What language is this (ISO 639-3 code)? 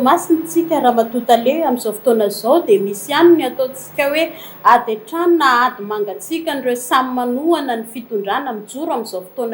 mlg